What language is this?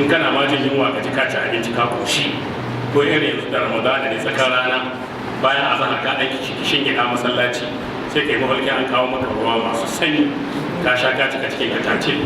Hausa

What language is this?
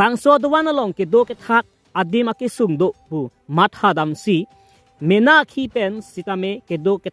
Karbi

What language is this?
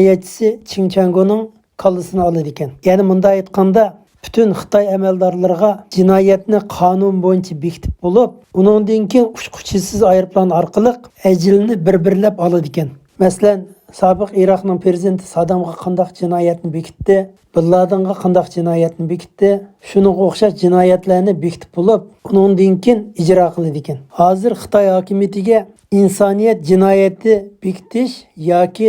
Uyghur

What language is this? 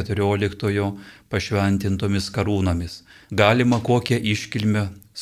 Lithuanian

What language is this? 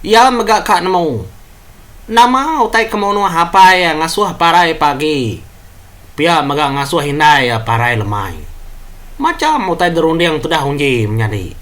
Iban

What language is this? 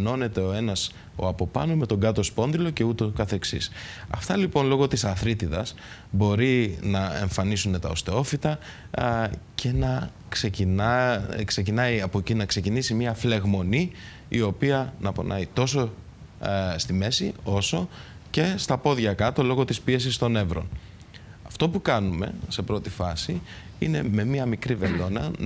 Greek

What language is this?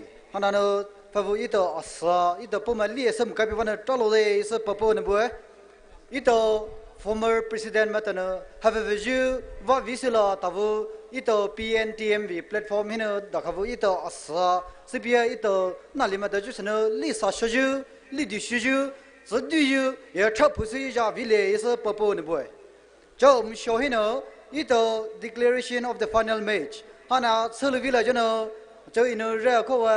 Poumei Naga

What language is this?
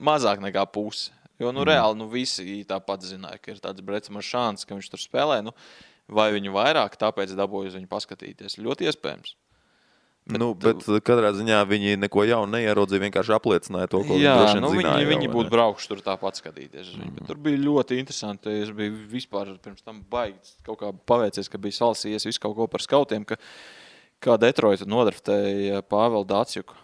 Latvian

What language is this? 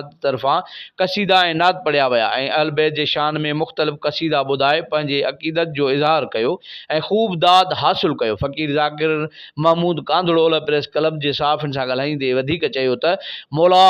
Sindhi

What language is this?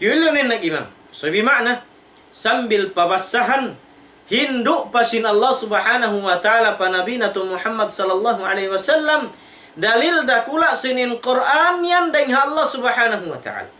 Tausug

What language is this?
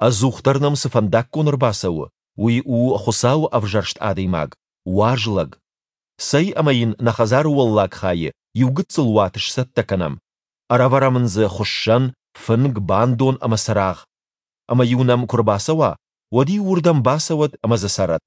Ossetic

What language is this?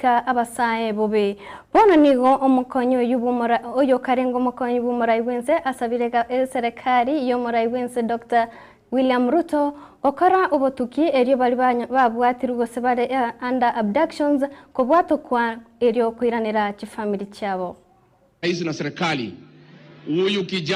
Gusii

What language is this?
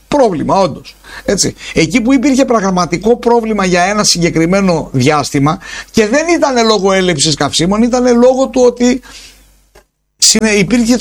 Greek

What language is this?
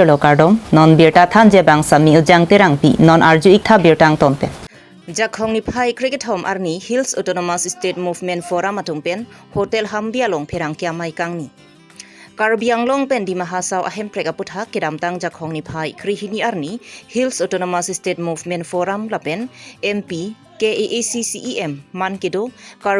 Karbi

